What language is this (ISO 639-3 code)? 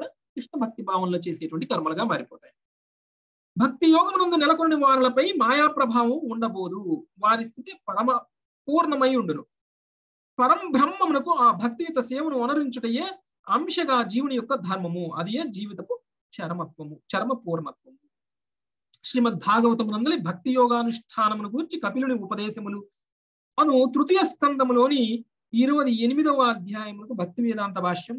tel